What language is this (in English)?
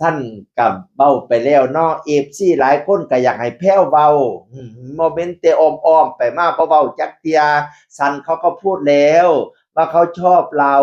Northeastern Thai